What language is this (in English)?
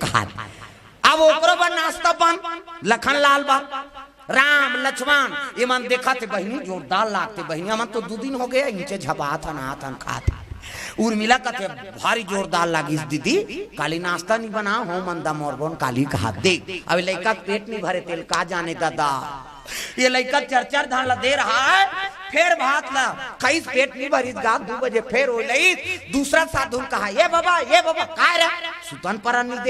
Chhattisgarhi